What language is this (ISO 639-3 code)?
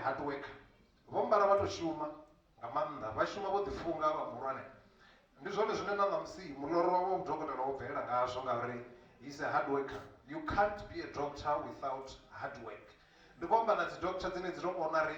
ven